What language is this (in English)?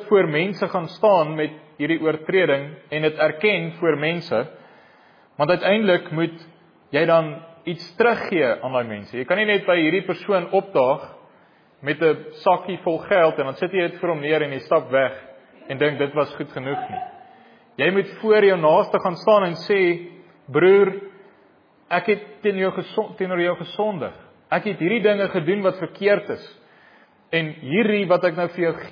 Afrikaans